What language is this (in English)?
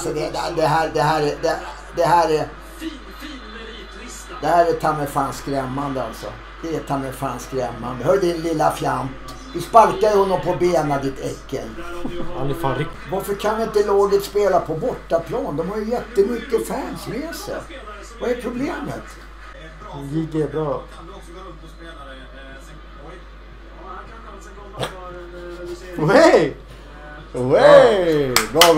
Swedish